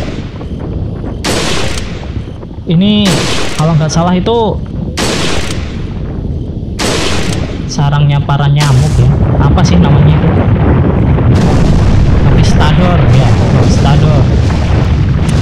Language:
Indonesian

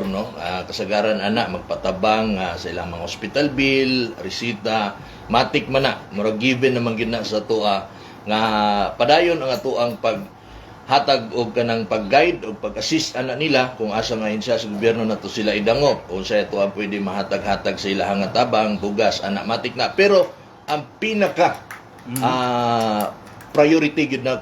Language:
Cebuano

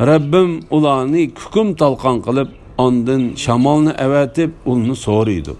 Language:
Uyghur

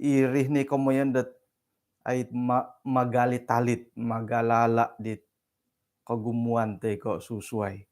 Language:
Central Dusun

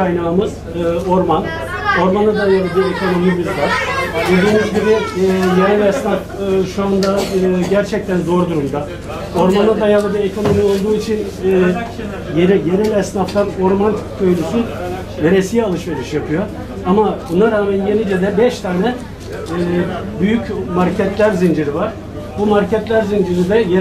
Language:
Turkish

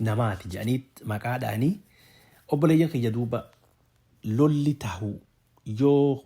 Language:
Oromo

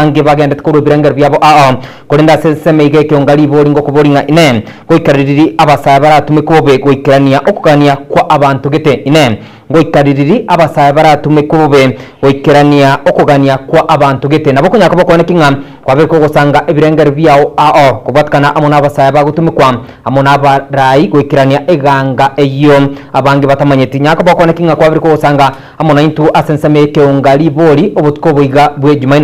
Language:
Gusii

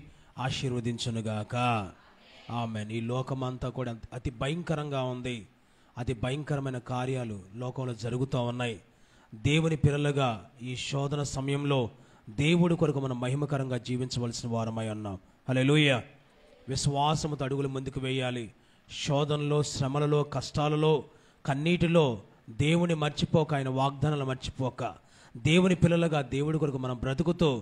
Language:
Telugu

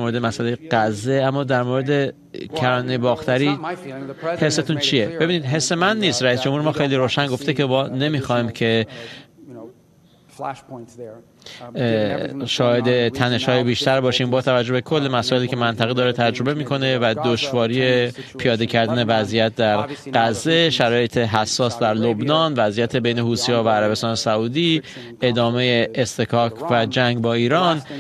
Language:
Persian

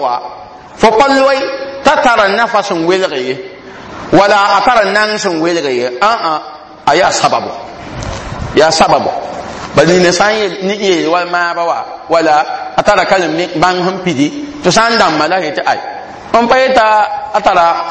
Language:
Mossi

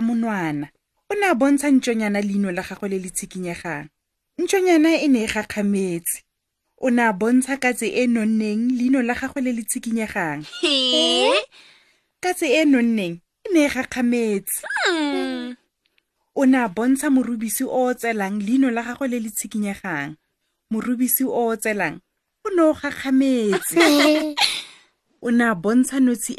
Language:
Tswana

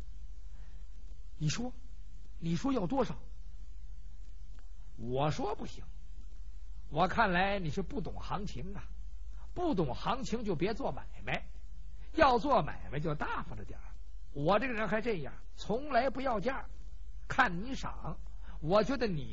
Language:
Chinese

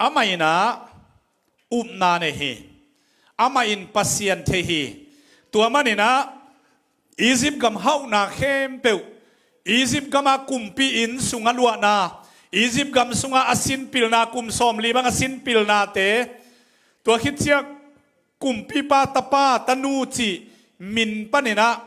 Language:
Tedim Chin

